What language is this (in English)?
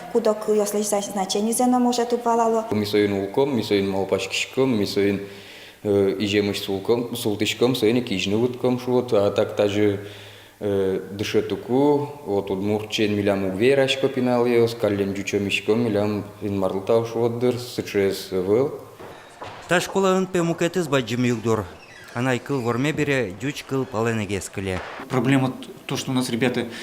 Udmurt